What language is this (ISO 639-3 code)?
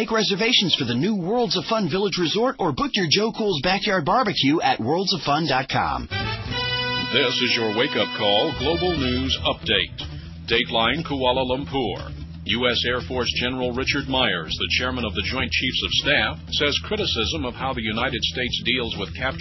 eng